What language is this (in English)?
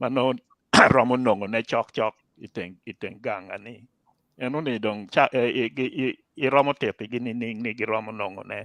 Acoli